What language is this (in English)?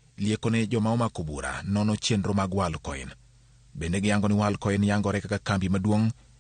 Luo (Kenya and Tanzania)